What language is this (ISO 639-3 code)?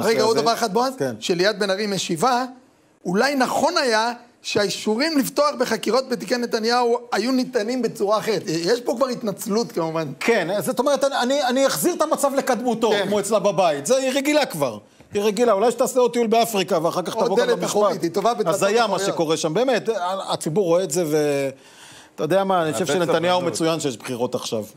heb